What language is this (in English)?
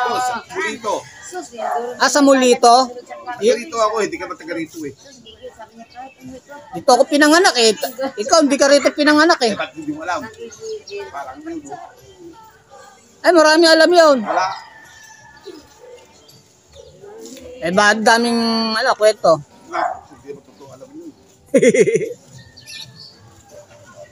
Filipino